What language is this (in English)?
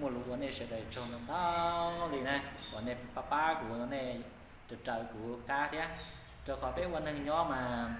Hmong